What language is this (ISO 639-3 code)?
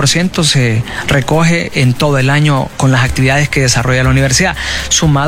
spa